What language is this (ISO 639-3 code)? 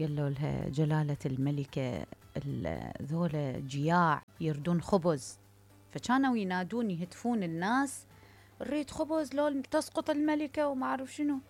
acm